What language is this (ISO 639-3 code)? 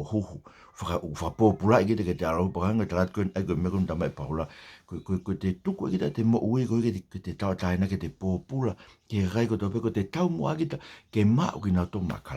ton